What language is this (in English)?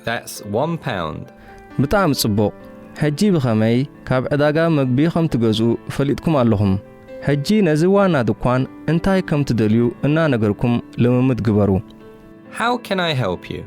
Tigrinya